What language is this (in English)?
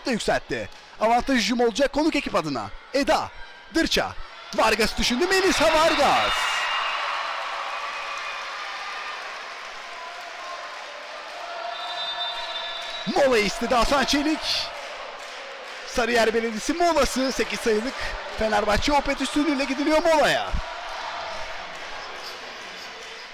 Turkish